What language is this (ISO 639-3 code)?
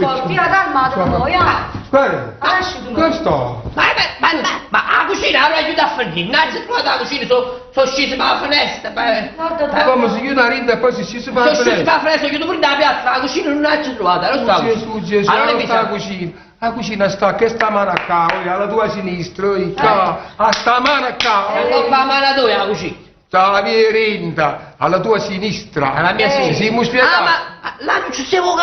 nap